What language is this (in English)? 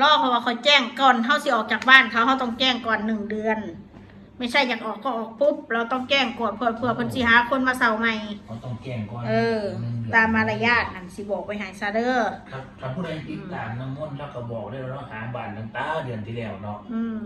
Northeastern Thai